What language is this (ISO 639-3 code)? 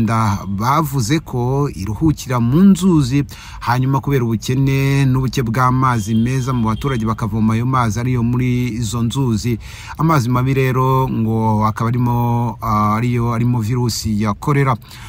kin